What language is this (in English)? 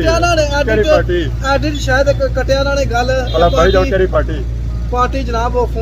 Pahari-Potwari